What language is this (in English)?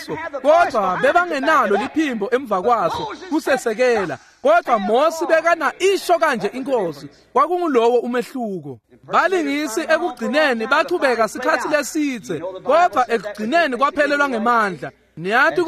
Swati